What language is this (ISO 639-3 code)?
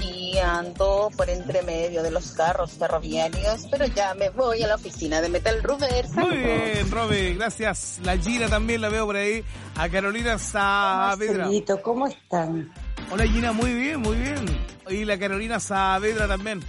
spa